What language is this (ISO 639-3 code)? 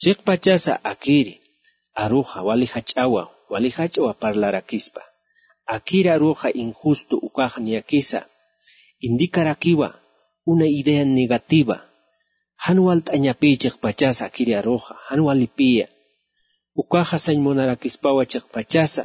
aym